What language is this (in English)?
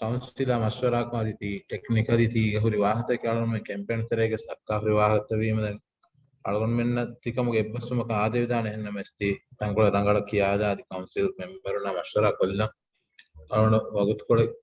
Divehi